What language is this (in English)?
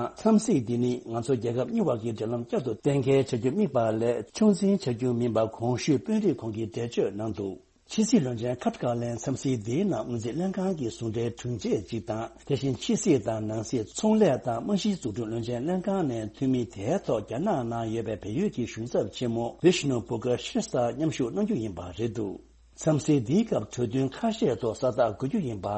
Tibetan